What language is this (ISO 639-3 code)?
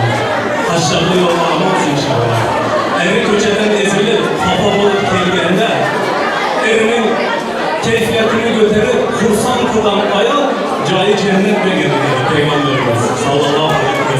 tuk